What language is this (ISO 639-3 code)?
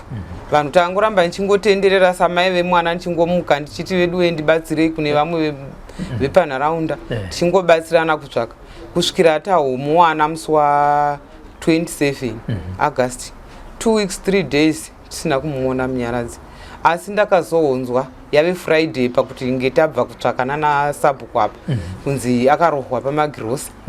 sna